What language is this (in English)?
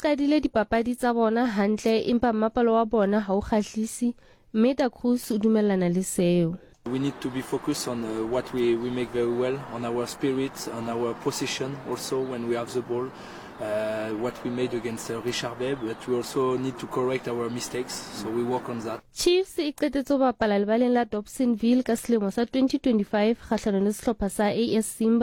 Southern Sotho